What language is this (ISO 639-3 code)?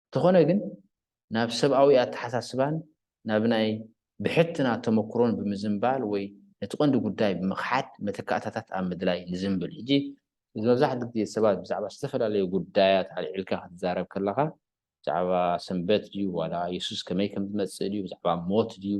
tir